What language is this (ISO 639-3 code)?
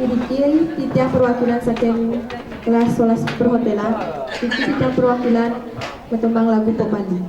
ban